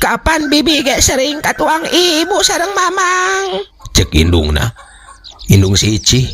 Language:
Sundanese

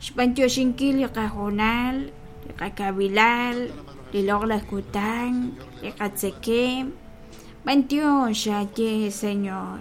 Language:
Kekchí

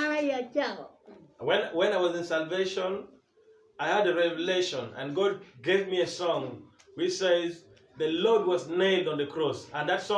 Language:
Acoli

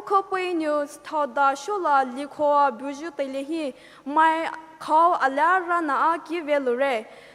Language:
Poumei Naga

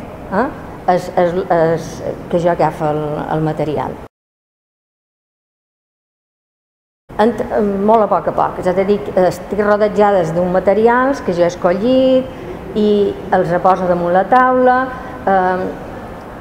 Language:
Catalan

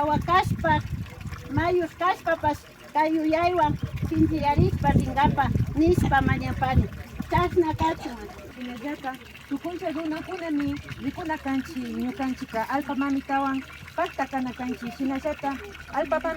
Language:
Imbabura Highland Quichua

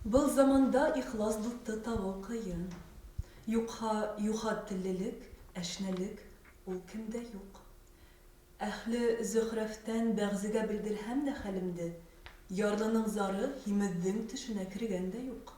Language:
Bashkir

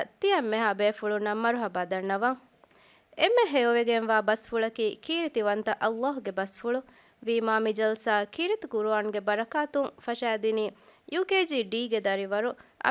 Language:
Divehi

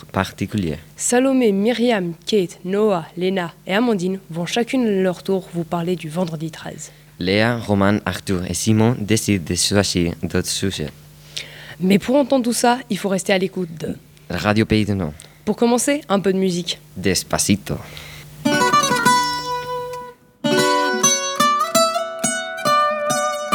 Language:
French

